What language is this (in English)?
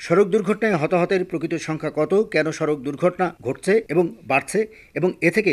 Bangla